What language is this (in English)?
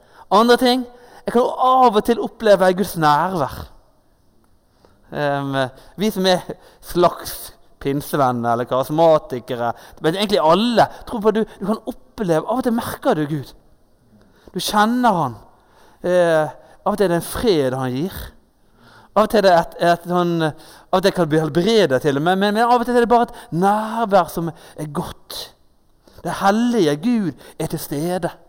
Norwegian